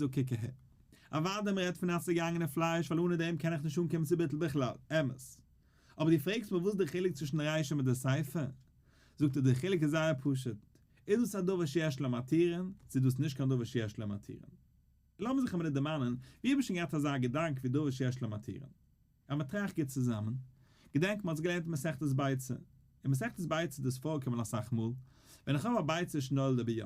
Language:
Yiddish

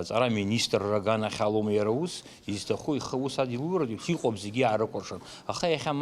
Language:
Abkhazian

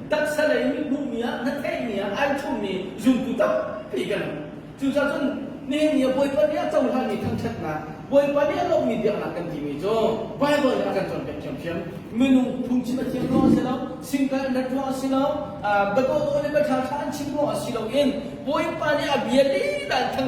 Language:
Hakha Chin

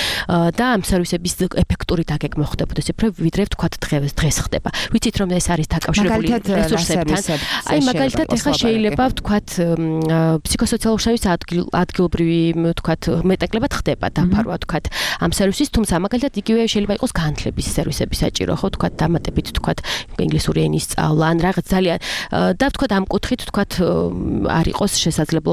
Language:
Georgian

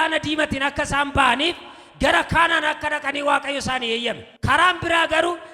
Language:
Oromo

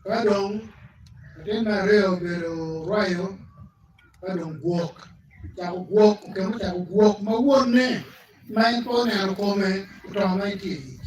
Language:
Acoli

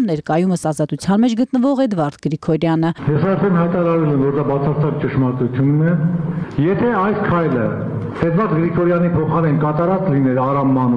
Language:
Armenian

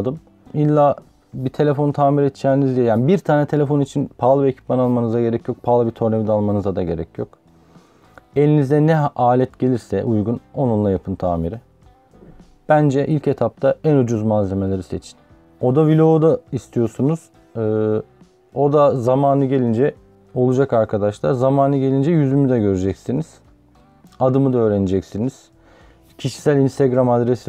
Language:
Turkish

